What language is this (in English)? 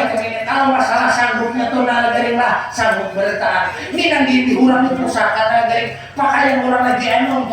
Banjar